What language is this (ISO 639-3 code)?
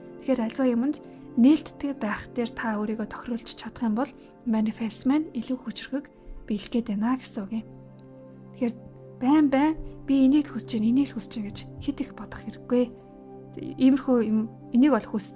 mon